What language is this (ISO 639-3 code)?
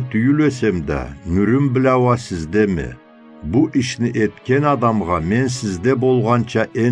krc